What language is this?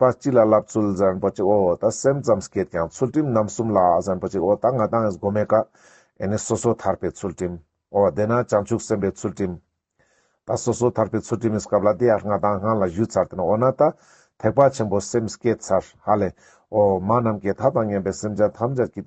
Ladakhi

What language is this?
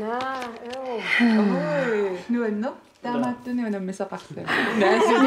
Kalaallisut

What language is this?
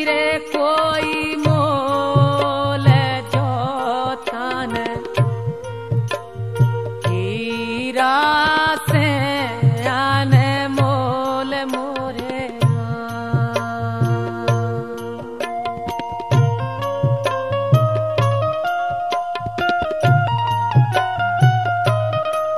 Bundeli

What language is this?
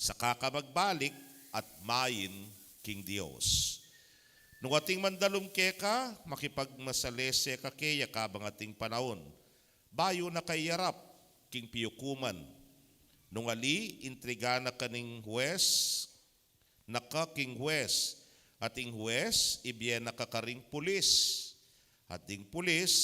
Pampanga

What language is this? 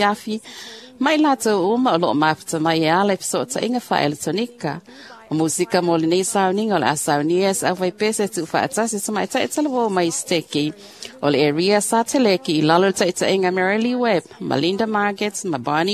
Samoan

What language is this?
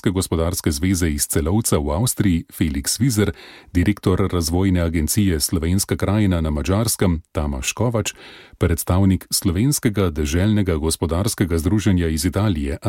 Slovenian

